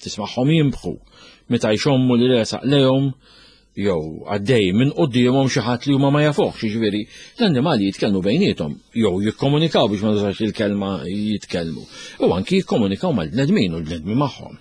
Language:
Maltese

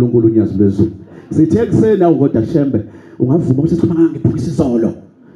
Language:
Zulu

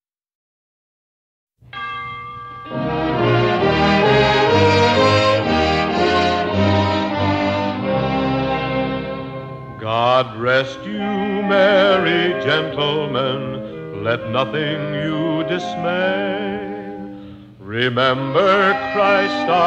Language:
English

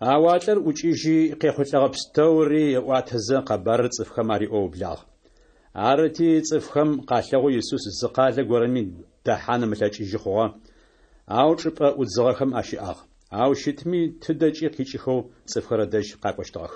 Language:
Adyghe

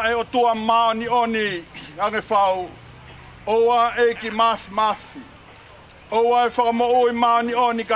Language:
Tongan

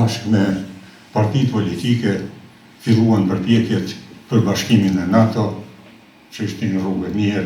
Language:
Albanian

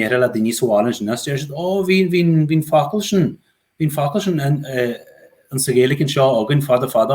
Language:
Irish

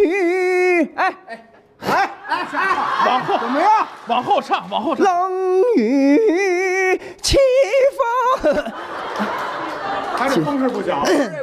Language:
Chinese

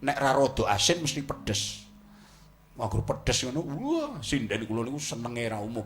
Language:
Javanese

